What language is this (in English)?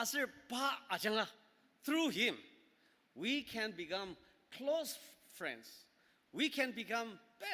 Ao Naga